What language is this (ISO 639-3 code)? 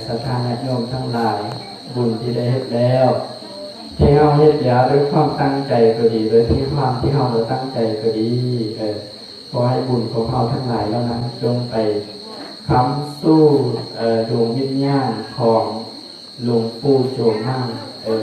lao